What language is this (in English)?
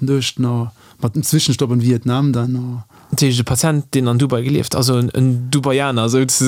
Luxembourgish